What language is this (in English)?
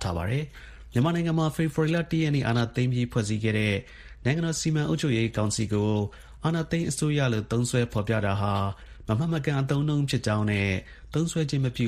Burmese